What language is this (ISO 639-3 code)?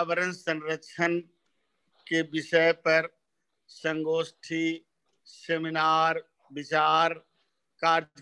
hin